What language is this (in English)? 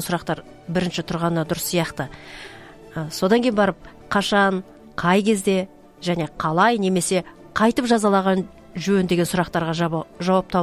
Kazakh